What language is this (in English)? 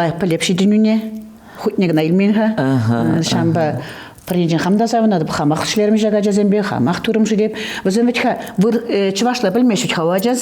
Chuvash